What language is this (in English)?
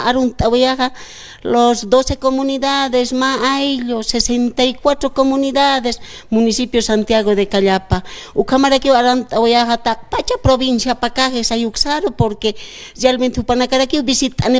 Aymara